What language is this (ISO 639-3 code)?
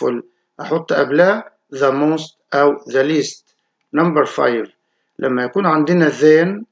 arz